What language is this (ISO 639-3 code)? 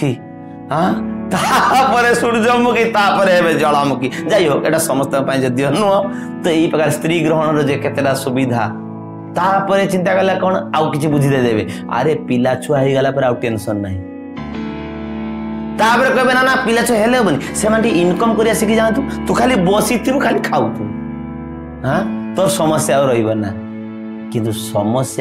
ori